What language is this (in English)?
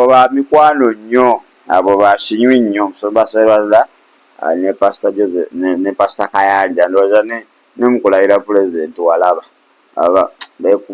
Ganda